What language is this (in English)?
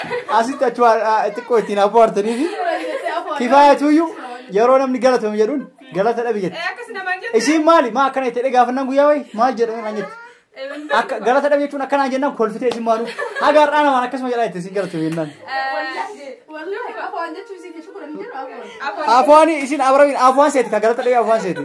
Oromo